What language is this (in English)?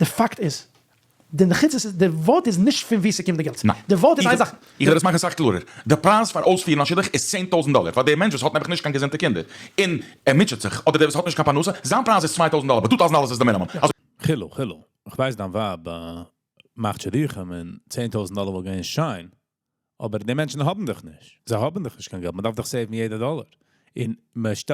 Yiddish